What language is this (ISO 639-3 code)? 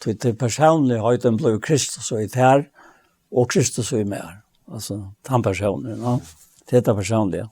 fao